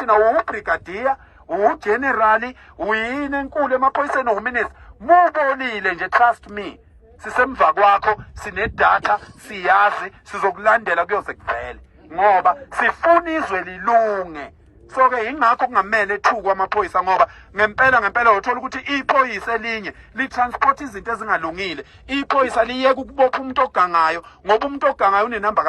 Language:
Zulu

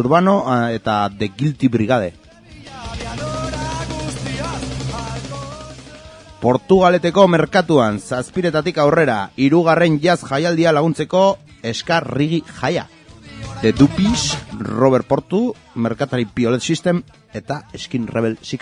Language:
Basque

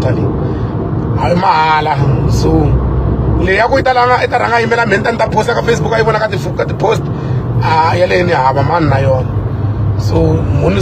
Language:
Tsonga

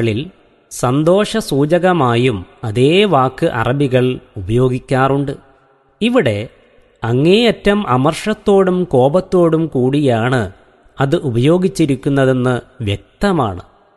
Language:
Malayalam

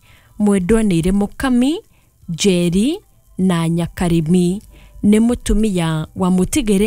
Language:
Kikuyu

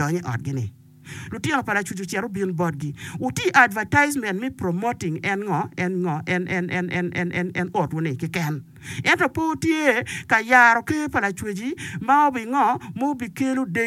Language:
Acoli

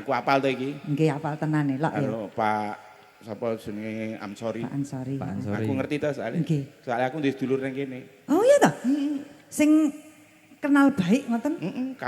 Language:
Javanese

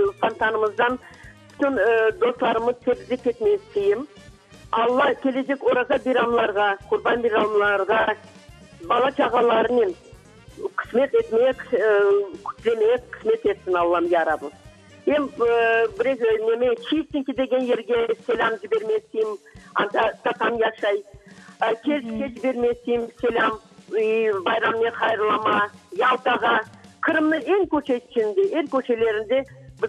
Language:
Crimean Tatar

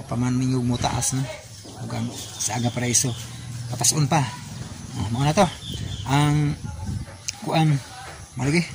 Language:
Cebuano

